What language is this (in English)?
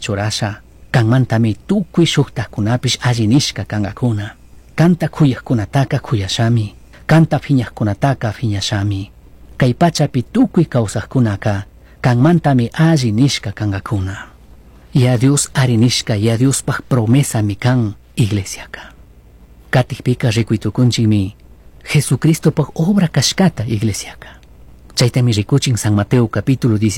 Chimborazo Highland Quichua